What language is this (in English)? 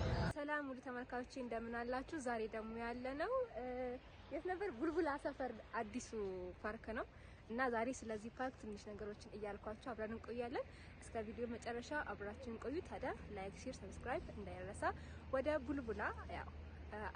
Amharic